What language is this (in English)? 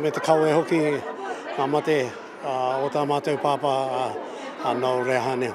Māori